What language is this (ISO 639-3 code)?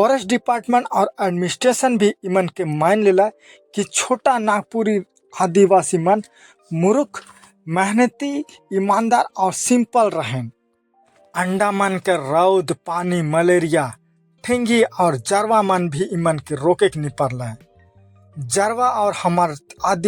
sck